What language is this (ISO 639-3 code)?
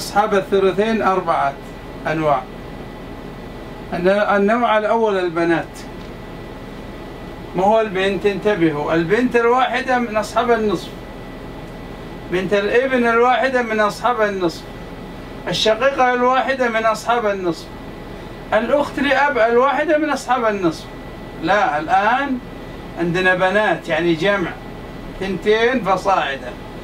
ara